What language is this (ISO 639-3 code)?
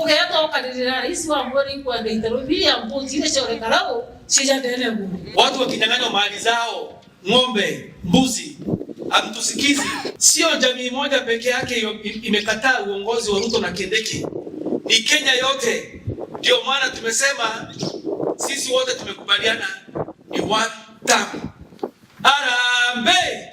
mer